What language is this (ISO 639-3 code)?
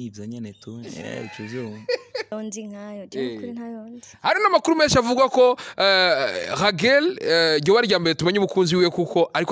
run